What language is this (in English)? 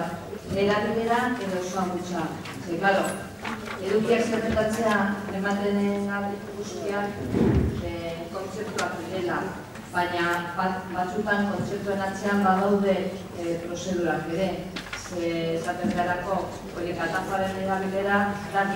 Basque